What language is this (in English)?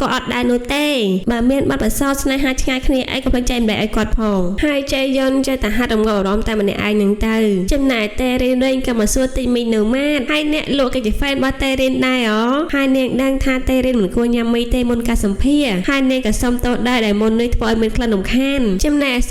Khmer